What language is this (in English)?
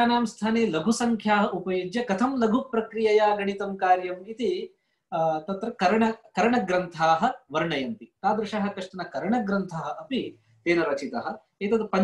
Sanskrit